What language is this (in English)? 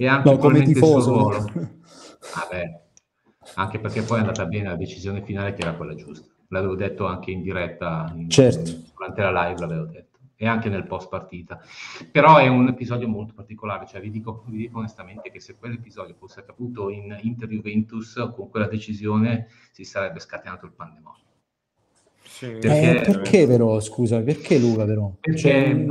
Italian